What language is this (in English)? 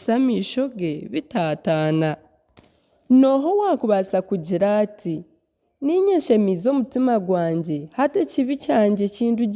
Nyankole